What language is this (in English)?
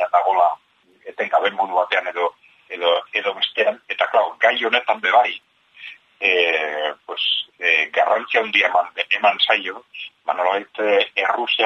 Basque